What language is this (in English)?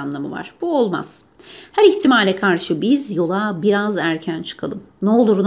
Turkish